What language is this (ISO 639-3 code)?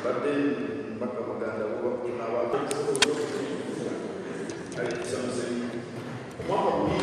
xog